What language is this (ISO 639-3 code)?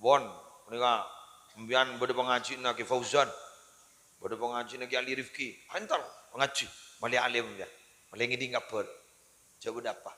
mad